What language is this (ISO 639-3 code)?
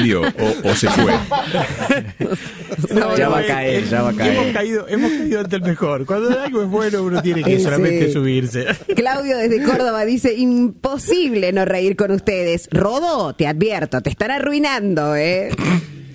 spa